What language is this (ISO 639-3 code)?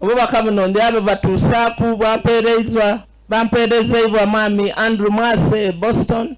xog